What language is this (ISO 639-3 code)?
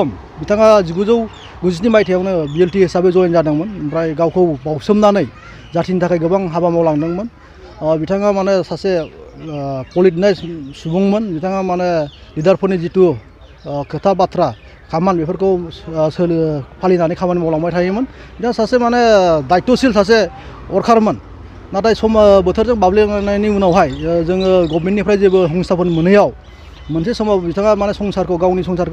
brx